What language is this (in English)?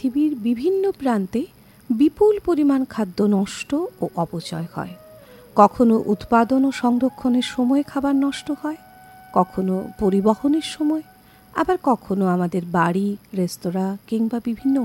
Bangla